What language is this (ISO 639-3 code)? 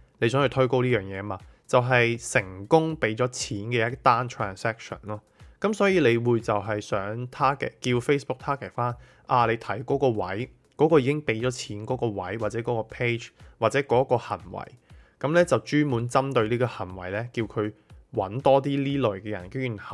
yue